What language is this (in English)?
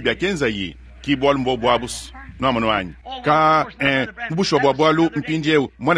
Luba-Lulua